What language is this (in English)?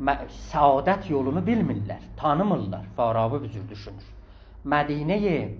South Azerbaijani